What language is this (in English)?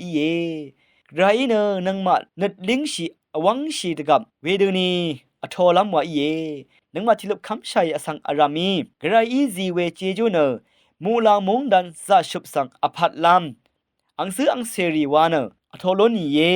Rawang